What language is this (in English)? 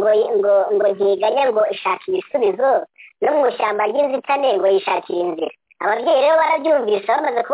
Kinyarwanda